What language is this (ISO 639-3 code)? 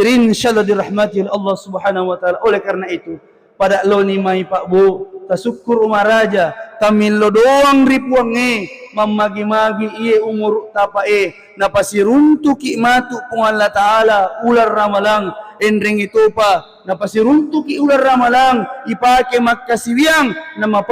bug